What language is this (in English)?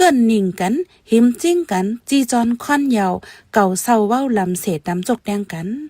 Shan